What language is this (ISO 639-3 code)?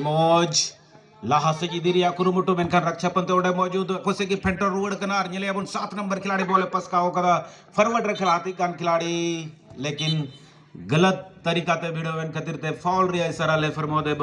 sat